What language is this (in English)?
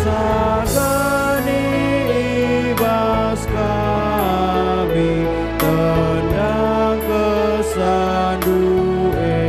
Batak Karo